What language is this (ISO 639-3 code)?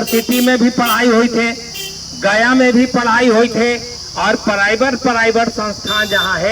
mag